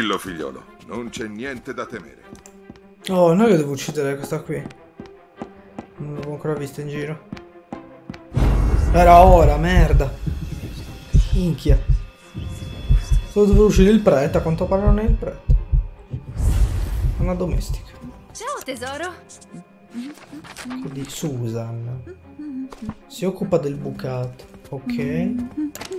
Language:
Italian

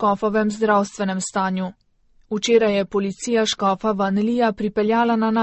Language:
Slovenian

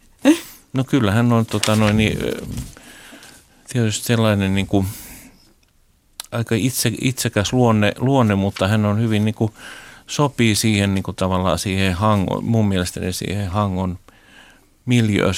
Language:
Finnish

